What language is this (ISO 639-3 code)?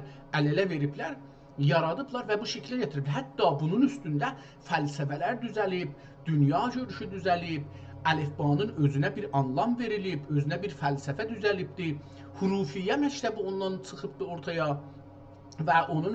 azb